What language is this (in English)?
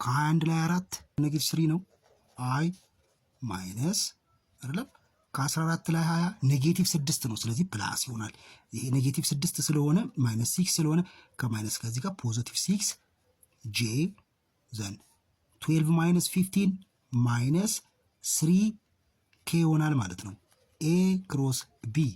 Amharic